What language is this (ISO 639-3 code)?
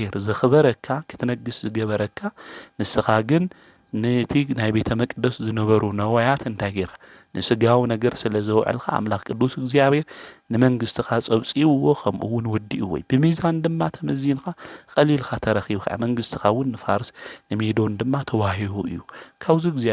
tir